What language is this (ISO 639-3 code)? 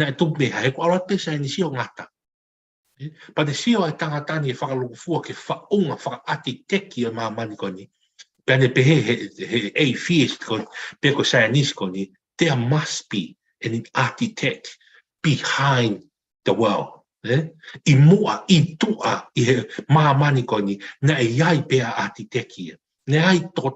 ton